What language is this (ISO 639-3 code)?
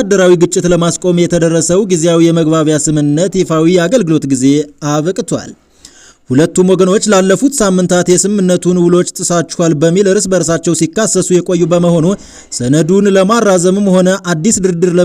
amh